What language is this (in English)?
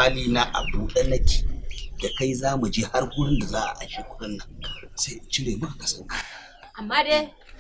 Hausa